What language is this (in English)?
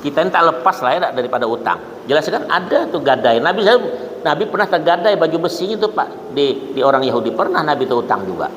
Banjar